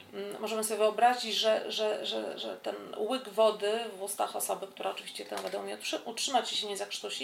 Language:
Polish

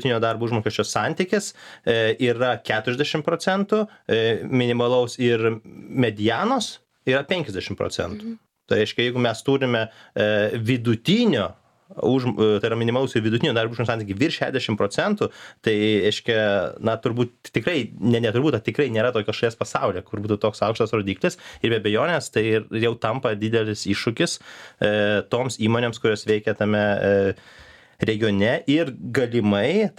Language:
Lithuanian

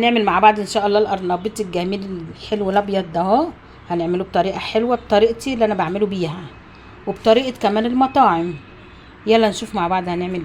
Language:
Egyptian Arabic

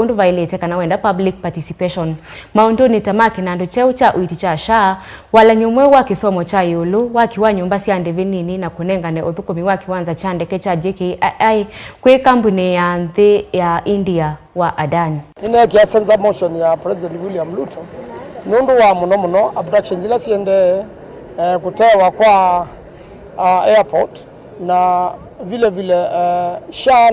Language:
Kamba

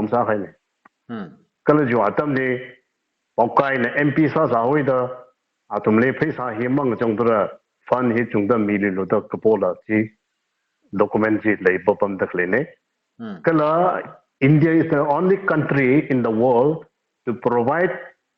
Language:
Tangkhul Naga (India)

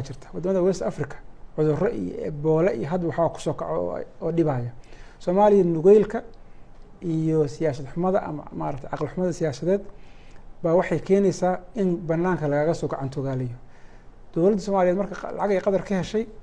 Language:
Somali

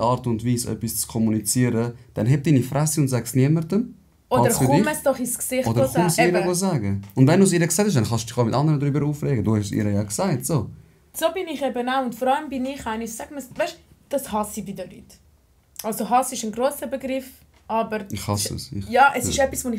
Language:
Swiss German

